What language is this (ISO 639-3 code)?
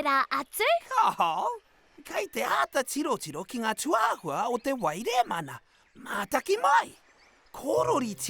mri